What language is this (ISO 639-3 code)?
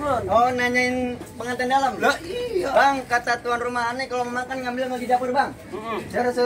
bew